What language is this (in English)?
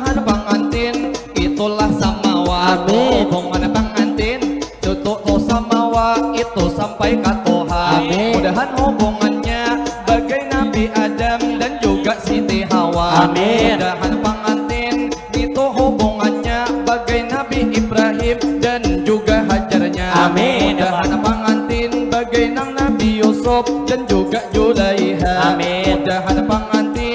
Banjar